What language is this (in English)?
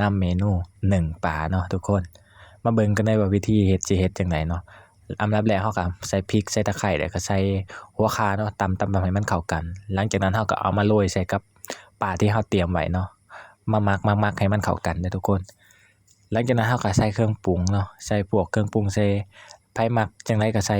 Lao